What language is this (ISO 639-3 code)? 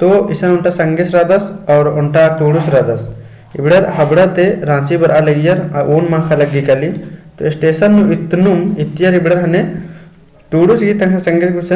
kru